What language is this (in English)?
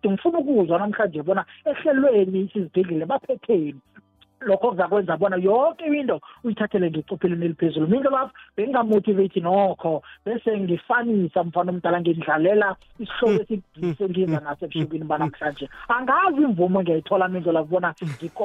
South Ndebele